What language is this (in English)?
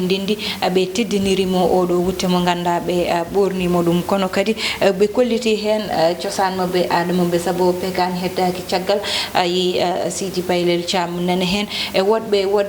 Fula